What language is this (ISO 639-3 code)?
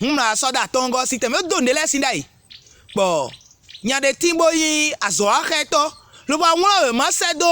fon